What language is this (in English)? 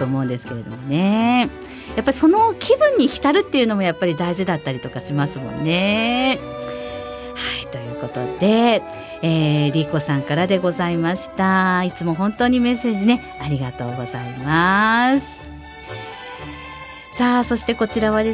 Japanese